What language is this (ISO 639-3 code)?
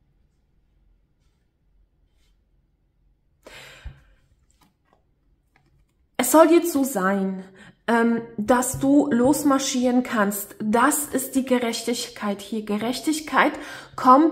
deu